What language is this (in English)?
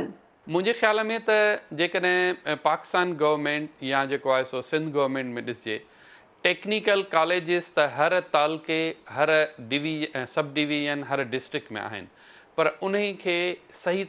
Sindhi